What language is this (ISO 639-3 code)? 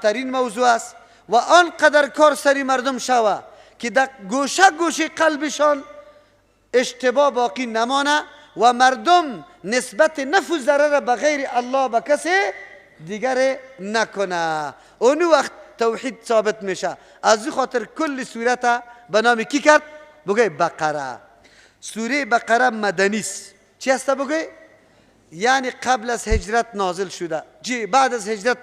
fas